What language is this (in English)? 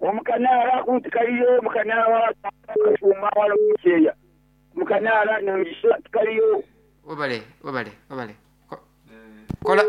Nyankole